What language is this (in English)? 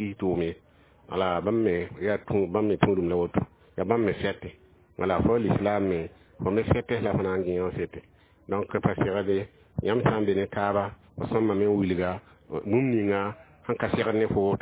Mossi